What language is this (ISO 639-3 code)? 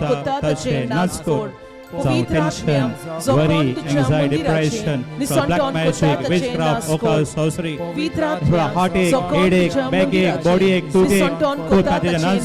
kok